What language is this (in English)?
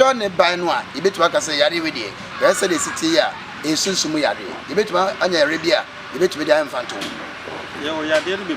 Akan